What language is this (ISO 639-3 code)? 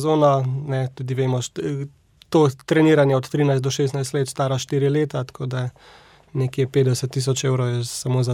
slv